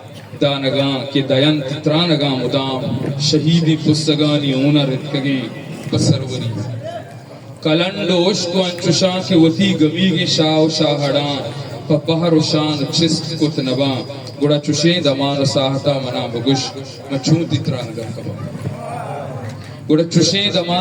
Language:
Eastern Balochi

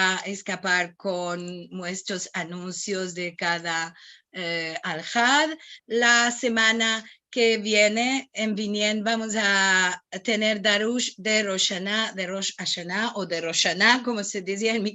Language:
Ladino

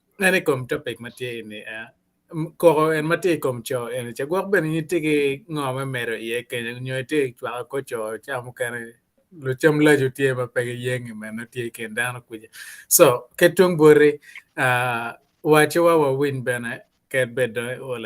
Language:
Acoli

